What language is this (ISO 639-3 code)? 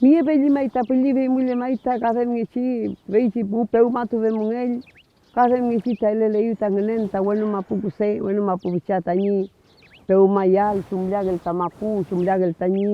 arn